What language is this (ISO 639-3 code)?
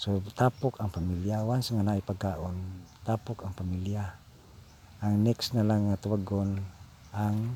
ceb